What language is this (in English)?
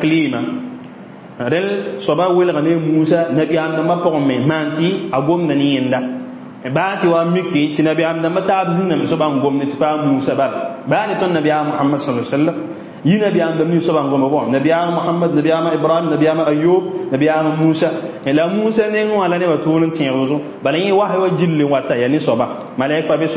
Mossi